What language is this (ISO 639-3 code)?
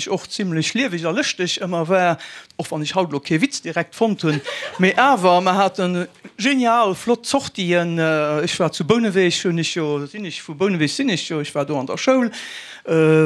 ltz